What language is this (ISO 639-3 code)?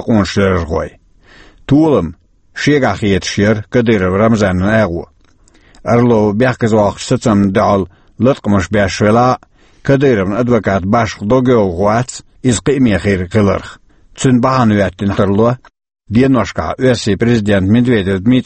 che